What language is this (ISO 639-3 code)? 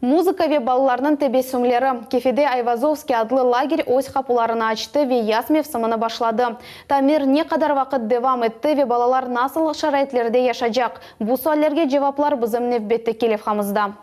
crh